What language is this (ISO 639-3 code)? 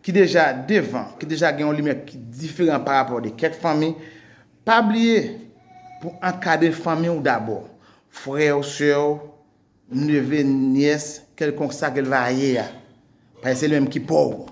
hat